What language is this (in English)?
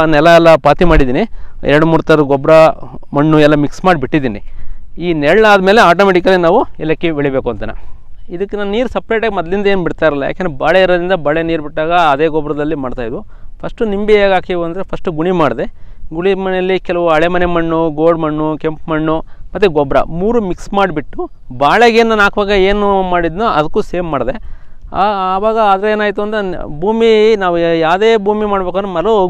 Kannada